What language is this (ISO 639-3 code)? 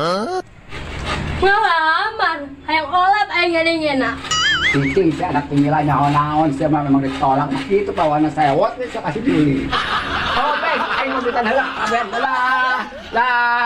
sun